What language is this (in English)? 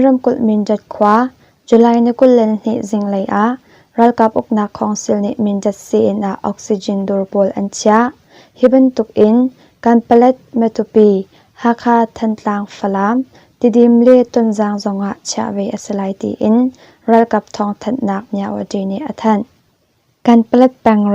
Hakha Chin